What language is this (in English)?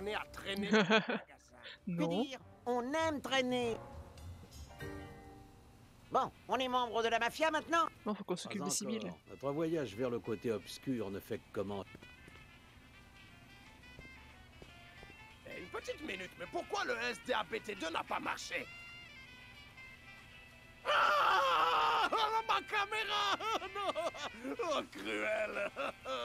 French